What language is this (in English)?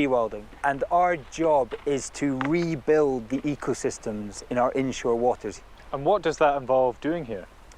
Scottish Gaelic